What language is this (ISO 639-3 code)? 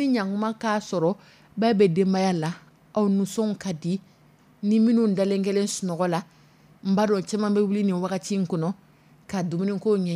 dyu